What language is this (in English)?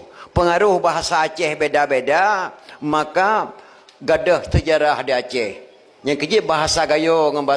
Achinese